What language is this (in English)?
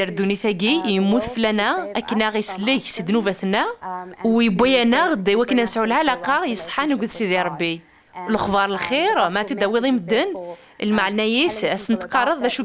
Kabyle